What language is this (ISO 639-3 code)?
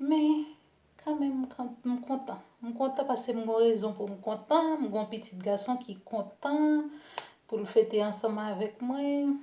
hat